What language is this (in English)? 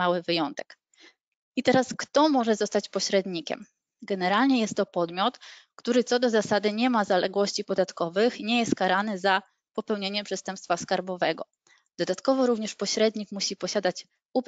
Polish